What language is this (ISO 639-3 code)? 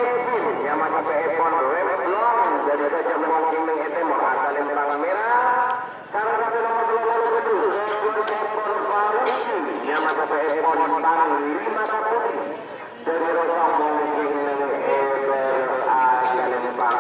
mad